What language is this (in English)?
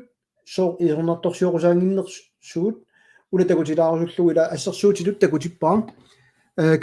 Kalaallisut